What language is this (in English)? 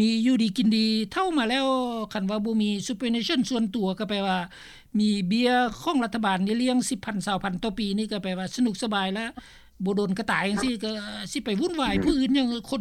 Lao